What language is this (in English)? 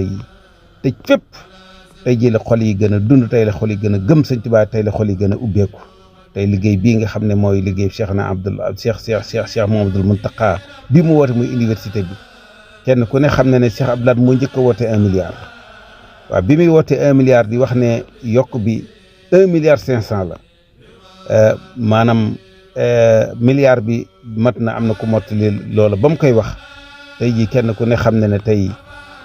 Wolof